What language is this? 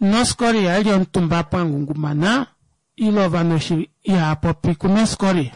Kuanyama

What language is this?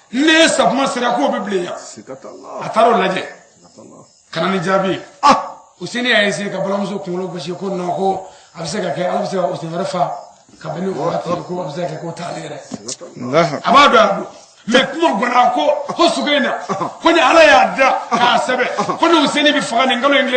Bambara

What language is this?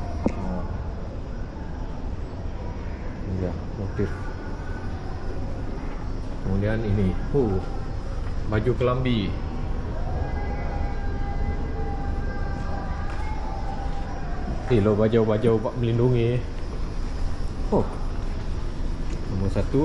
Malay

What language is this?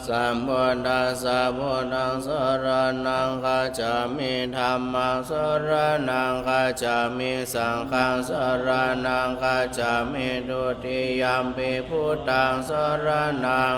Pali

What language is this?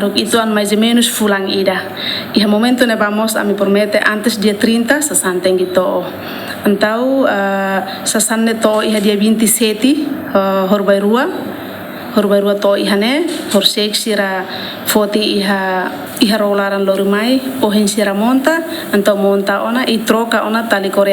Tetum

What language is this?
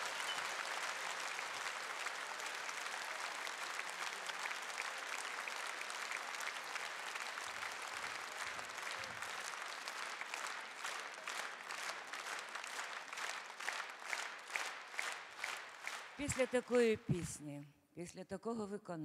Ukrainian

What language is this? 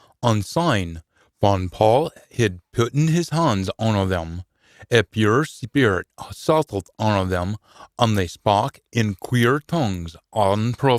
Scots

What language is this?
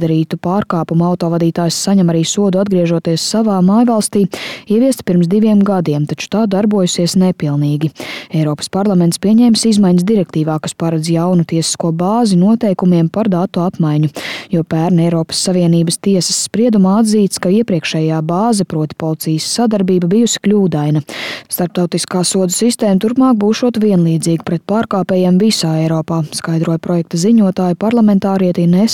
Latvian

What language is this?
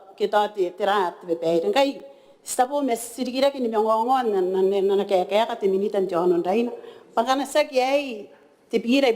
Gilbertese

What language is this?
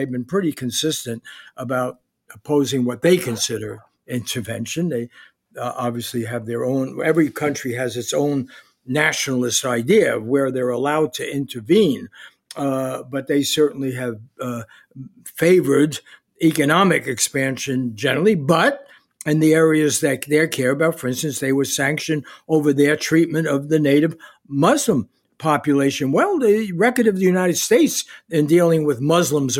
English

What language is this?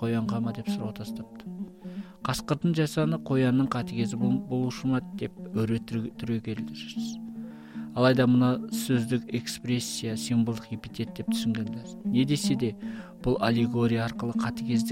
Kazakh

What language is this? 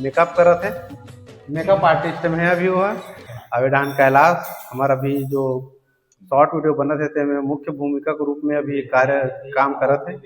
Chhattisgarhi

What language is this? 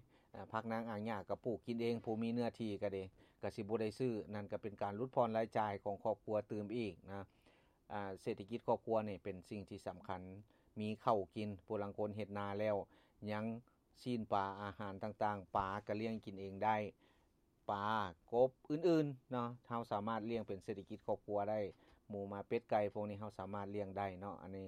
Lao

